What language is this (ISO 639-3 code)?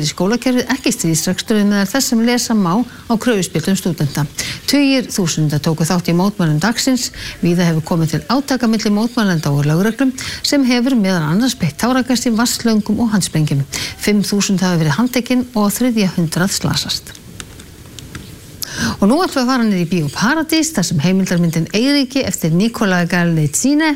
isl